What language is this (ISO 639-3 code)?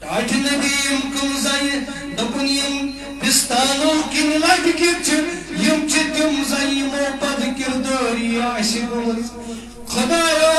kas